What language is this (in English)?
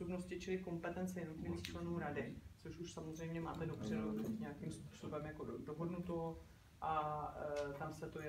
Czech